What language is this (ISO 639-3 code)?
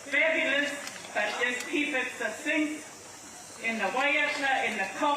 mri